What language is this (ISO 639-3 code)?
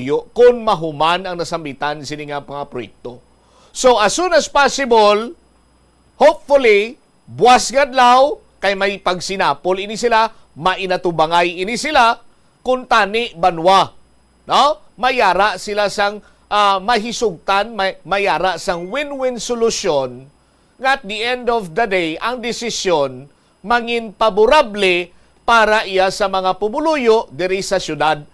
hil